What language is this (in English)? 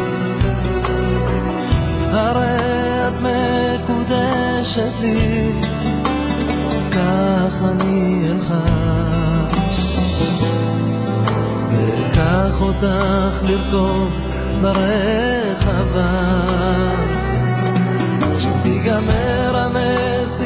Hebrew